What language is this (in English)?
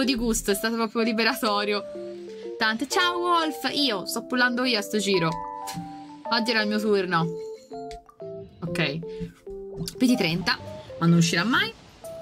Italian